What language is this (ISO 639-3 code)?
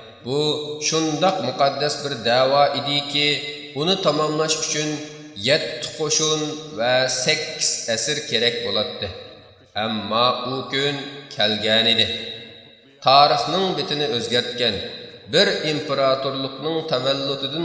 uig